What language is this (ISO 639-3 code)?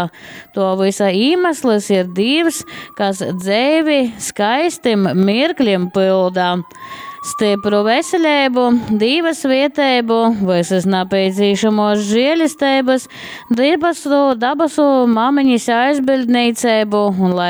ltg